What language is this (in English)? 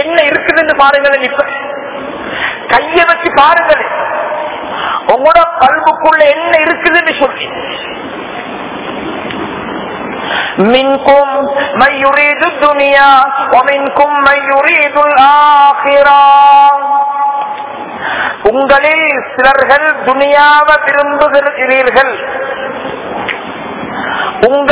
Tamil